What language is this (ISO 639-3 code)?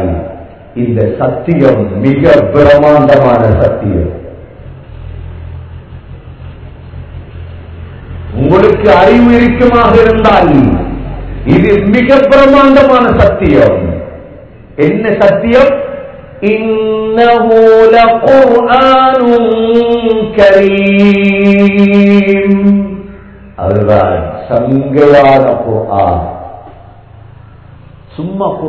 tam